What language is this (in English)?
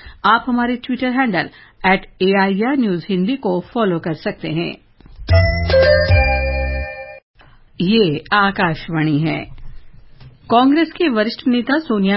Hindi